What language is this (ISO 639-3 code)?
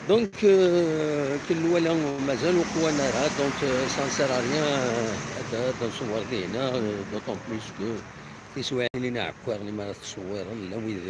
kab